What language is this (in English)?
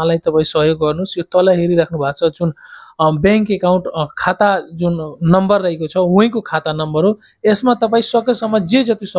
Nepali